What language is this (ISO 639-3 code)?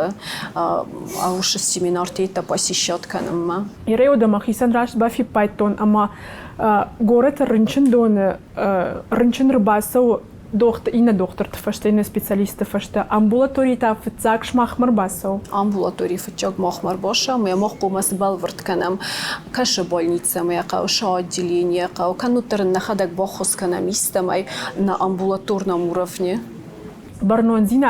oss